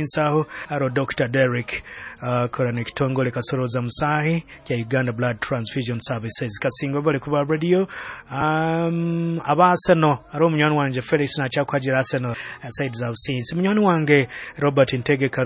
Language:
Nyoro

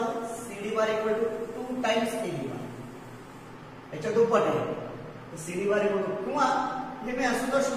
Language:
Marathi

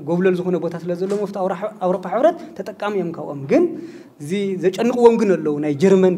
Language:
Tigrinya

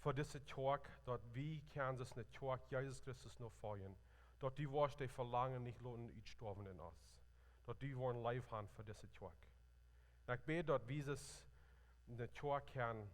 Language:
Plautdietsch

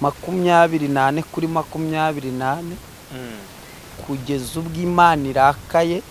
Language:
Kinyarwanda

